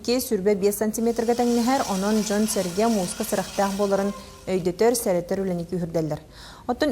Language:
Yakut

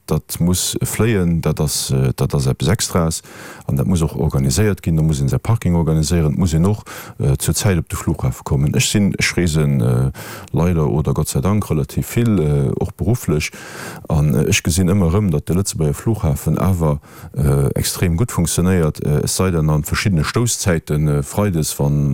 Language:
Luxembourgish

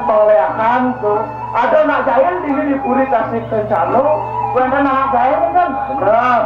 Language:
Balinese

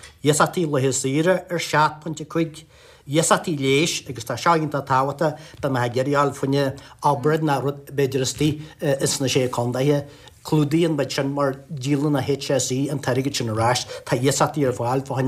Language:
Irish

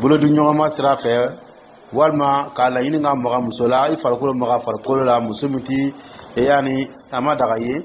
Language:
Dyula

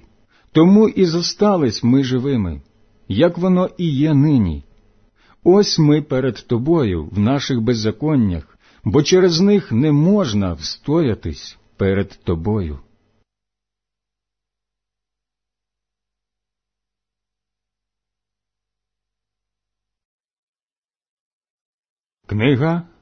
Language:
Ukrainian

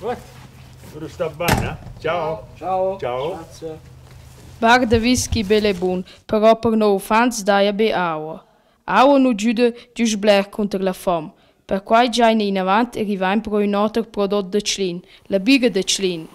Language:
Romansh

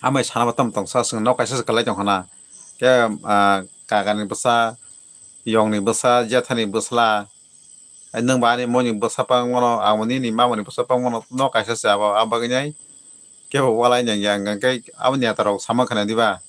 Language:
Kok Borok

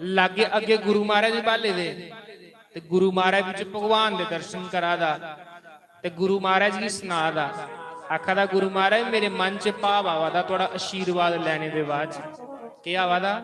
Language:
Dogri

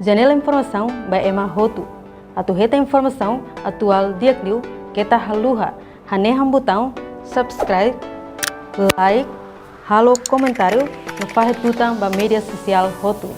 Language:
Tetum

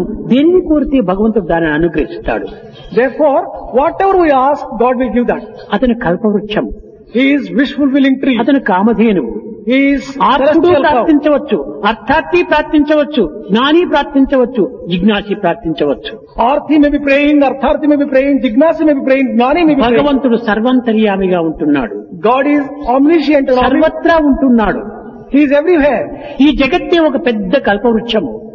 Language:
Telugu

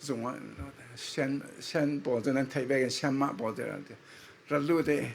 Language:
Falam Chin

